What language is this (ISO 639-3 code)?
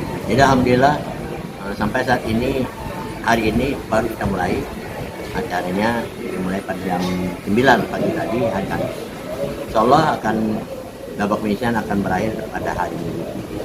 bjn